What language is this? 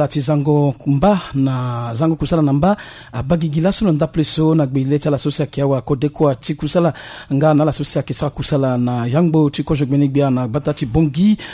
Sango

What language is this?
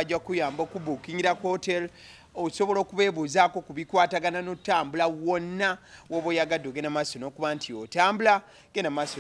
Ganda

